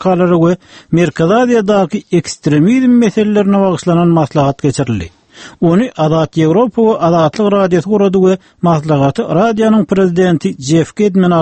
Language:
Turkmen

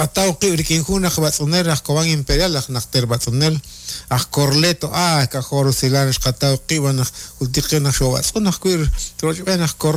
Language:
Kekchí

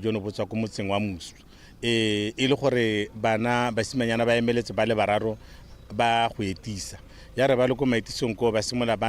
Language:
Tswana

